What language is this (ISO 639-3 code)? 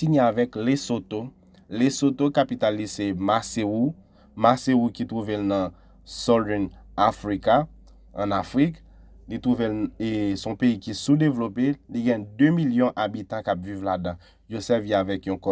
hat